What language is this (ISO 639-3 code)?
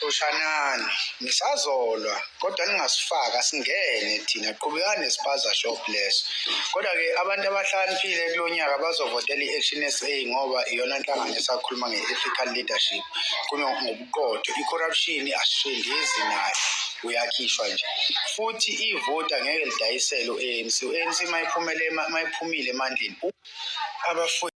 zul